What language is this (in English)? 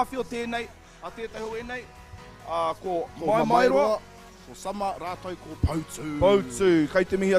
Māori